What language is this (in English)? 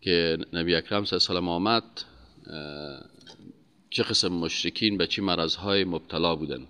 Persian